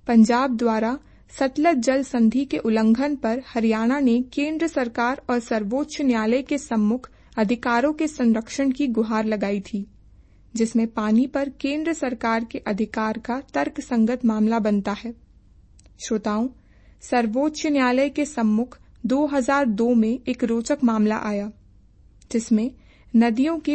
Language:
Hindi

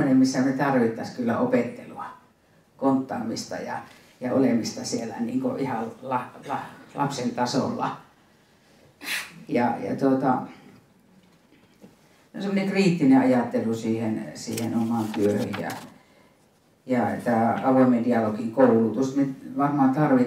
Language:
Finnish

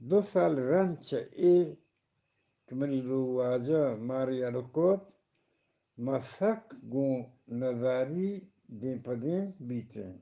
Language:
Eastern Balochi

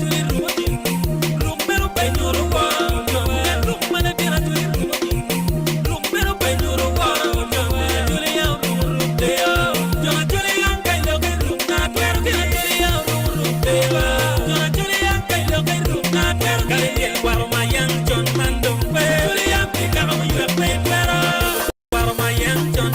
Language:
Acoli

